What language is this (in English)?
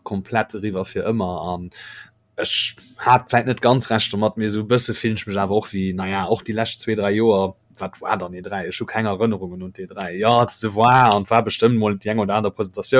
Luxembourgish